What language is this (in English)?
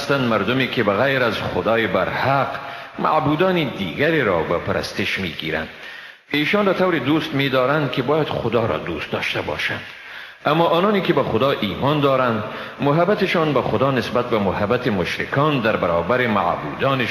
Persian